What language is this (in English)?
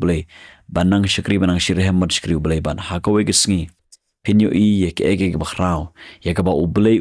Khasi